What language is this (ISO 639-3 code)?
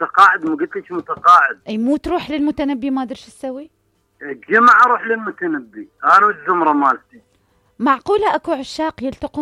acm